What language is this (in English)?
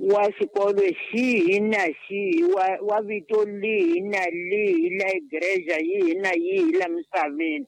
Tsonga